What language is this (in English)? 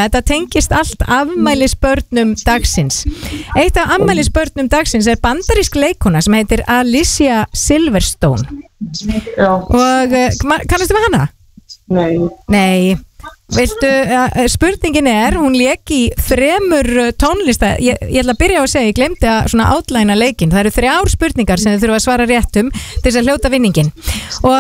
Icelandic